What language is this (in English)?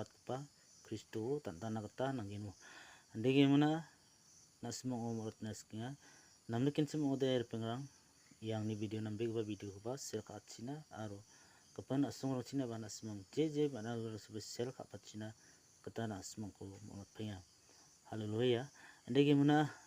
Garo